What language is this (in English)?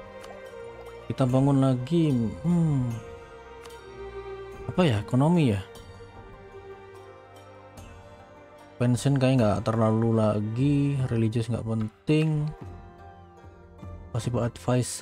Indonesian